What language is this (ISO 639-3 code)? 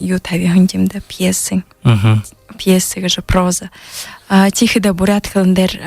bua